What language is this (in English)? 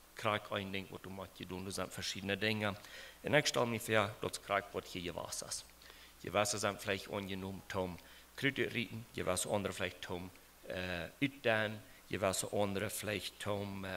Plautdietsch